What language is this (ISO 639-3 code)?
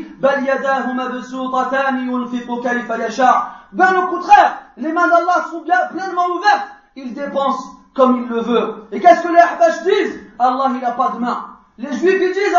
fra